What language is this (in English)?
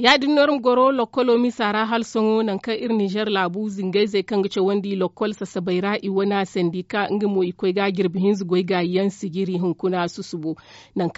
Zarma